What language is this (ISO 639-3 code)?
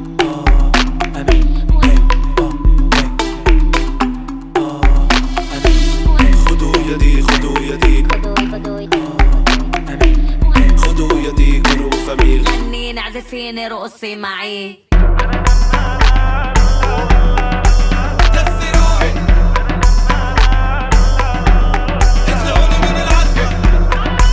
heb